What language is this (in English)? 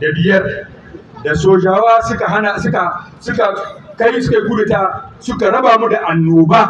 Hausa